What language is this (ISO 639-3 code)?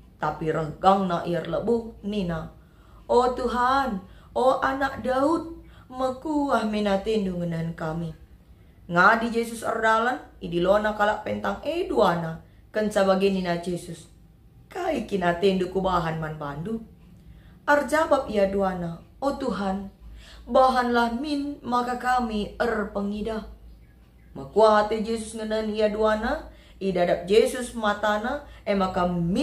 btx